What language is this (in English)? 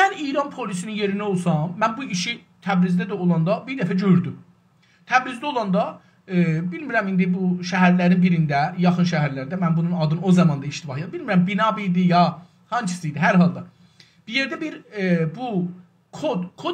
South Azerbaijani